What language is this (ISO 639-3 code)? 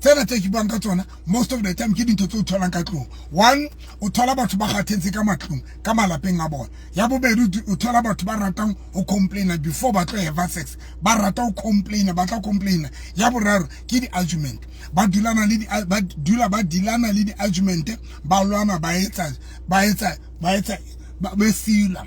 sot